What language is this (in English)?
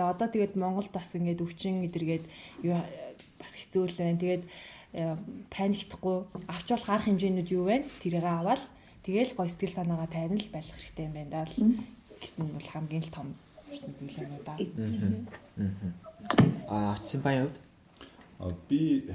Mongolian